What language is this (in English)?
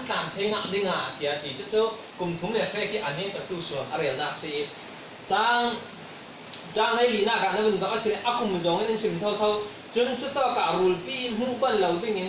Falam Chin